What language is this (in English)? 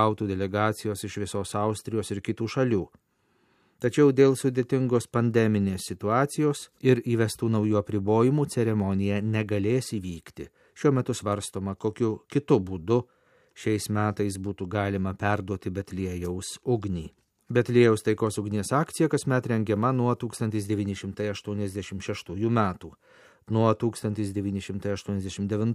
Lithuanian